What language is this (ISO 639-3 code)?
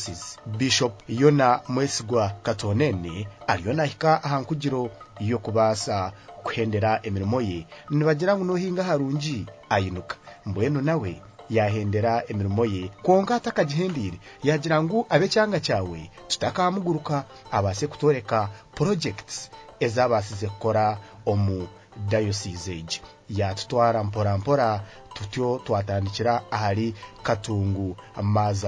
nyn